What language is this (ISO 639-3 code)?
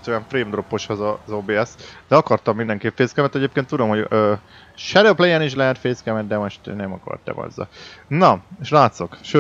hun